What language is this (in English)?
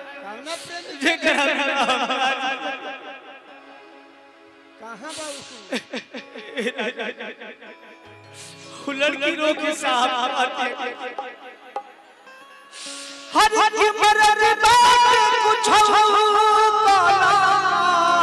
Bhojpuri